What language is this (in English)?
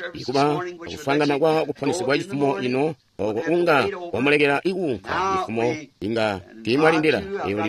Tonga (Zambia)